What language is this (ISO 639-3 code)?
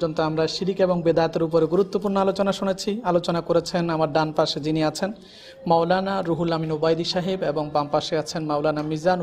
ben